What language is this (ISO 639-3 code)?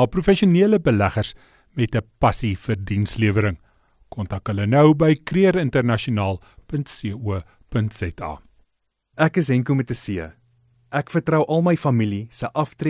afr